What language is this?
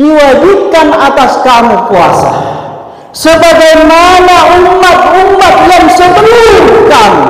Buginese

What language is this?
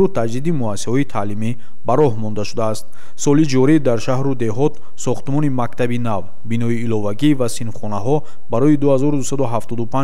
Tajik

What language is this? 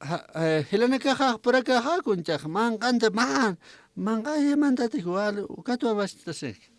Aymara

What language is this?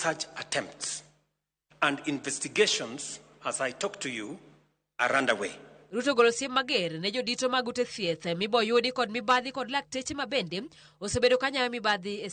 Luo (Kenya and Tanzania)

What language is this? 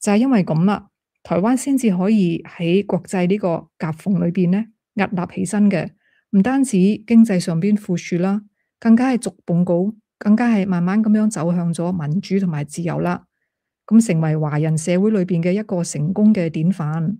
Cantonese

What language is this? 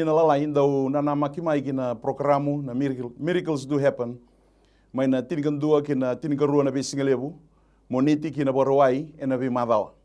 Fijian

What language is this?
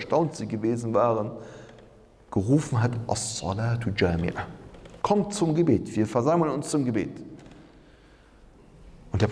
German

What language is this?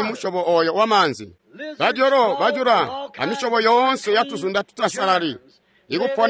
Tonga (Zambia)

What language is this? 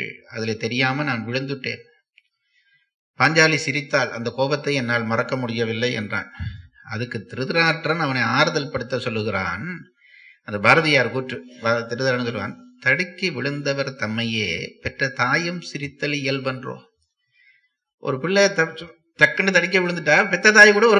Tamil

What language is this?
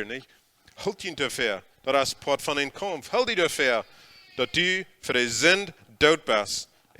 Plautdietsch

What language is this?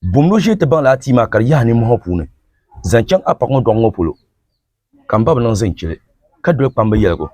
Dagbani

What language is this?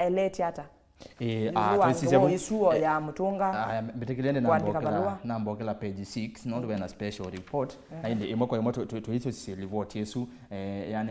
Kamba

